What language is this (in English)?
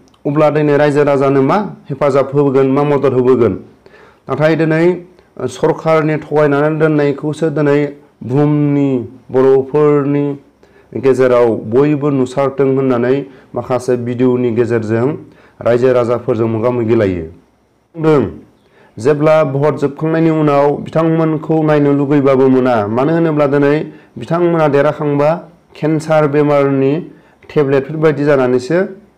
Bodo